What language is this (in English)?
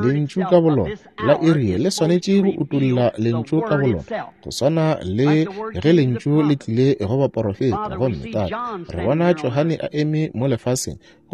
Northern Sotho